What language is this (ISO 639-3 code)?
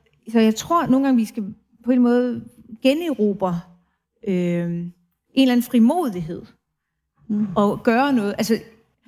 dan